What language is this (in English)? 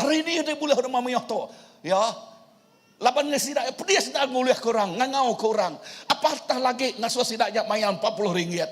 Iban